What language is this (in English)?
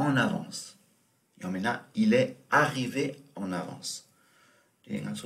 Tibetan